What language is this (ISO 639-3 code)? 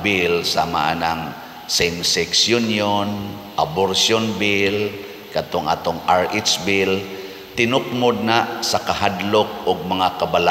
ceb